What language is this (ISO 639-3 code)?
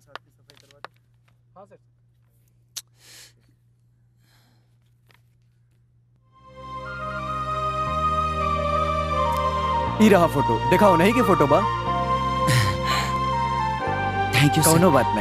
bho